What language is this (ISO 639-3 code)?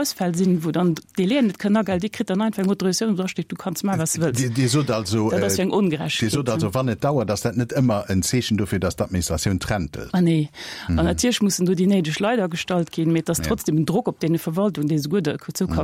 ltz